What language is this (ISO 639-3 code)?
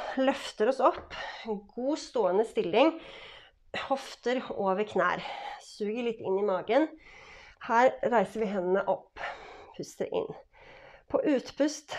nor